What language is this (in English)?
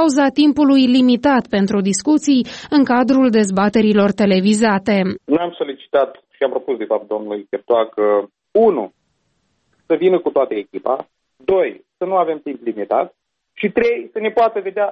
Romanian